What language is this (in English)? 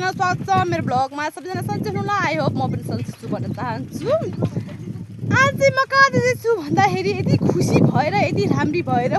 Nepali